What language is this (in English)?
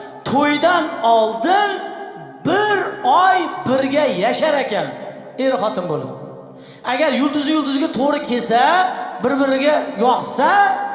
Uzbek